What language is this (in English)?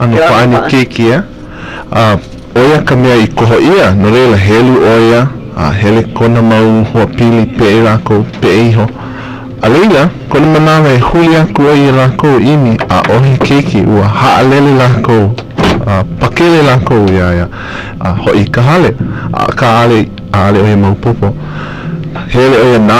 Hawaiian